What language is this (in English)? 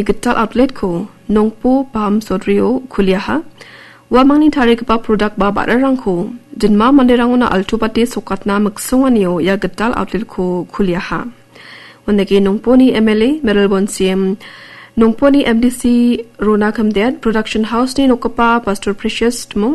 Garo